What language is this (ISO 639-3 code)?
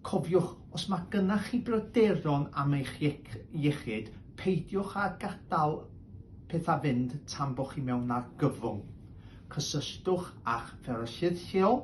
cym